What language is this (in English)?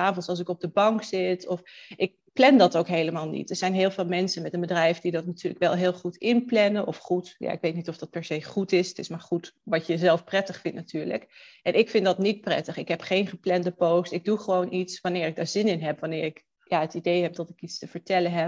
Dutch